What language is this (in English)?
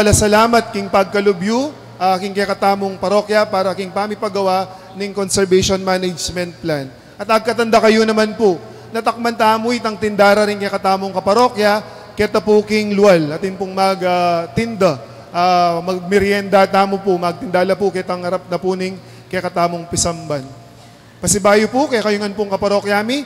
Pampanga